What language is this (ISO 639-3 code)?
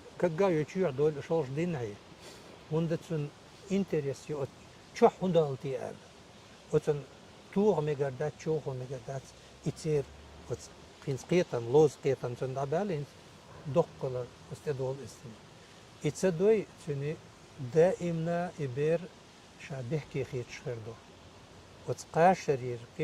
che